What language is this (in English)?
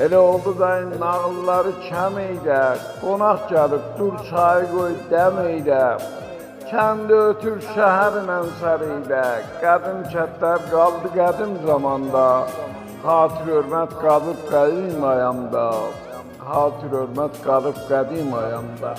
South Azerbaijani